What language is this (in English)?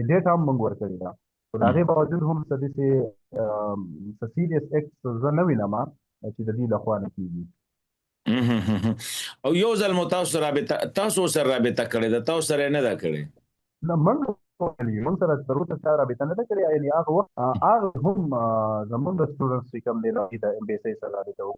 Pashto